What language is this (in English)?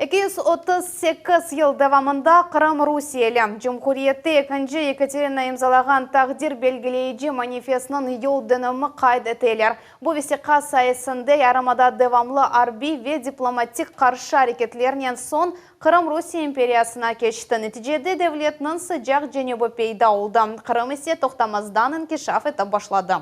Crimean Tatar